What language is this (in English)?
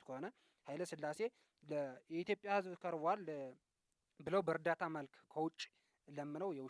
Amharic